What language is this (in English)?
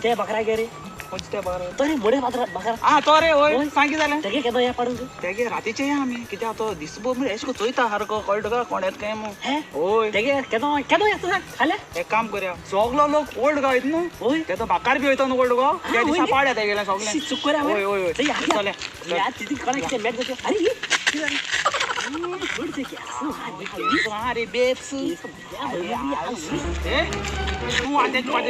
Konkani